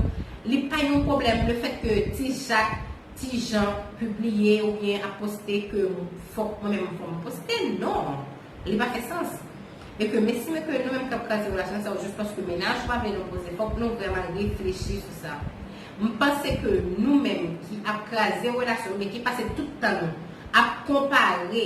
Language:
Haitian Creole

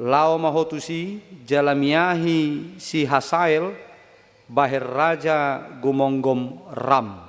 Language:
Batak Toba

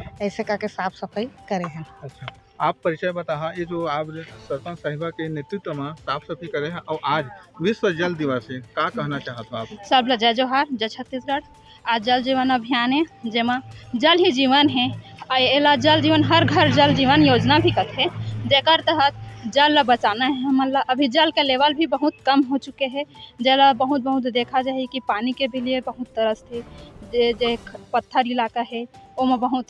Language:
Chhattisgarhi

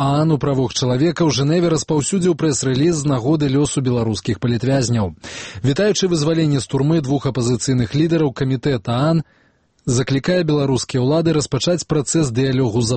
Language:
Belarusian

